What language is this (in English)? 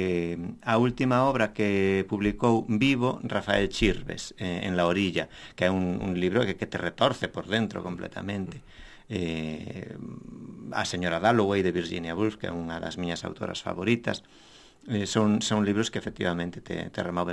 Galician